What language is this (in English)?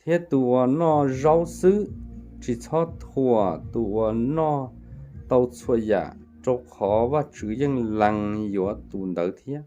Hmong